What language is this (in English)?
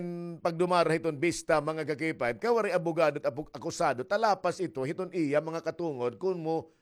Waray